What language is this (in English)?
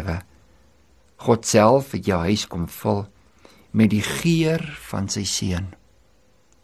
Afrikaans